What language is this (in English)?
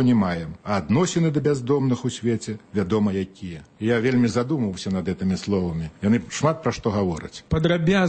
Belarusian